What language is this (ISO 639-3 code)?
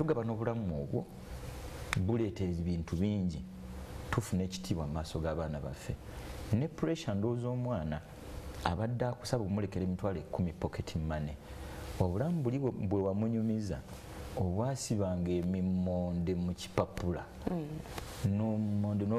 lug